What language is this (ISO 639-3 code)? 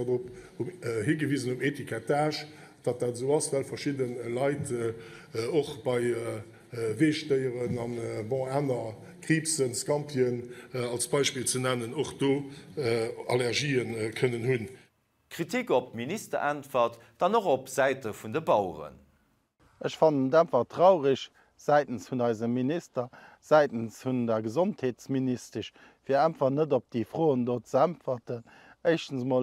ltz